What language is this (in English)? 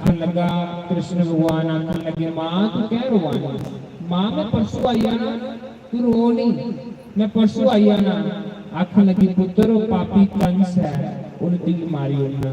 Dogri